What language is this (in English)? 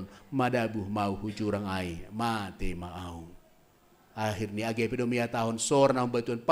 Batak Simalungun